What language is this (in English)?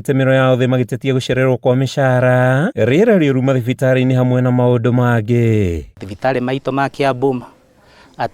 Kikuyu